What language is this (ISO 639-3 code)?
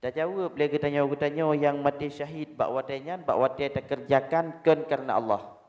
ace